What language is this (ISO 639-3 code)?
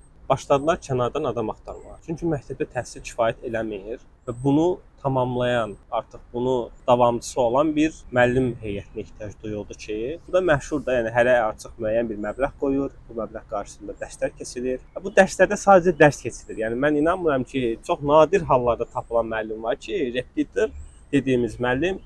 aze